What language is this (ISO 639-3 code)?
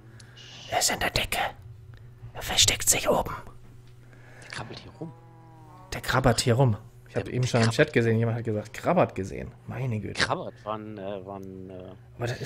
deu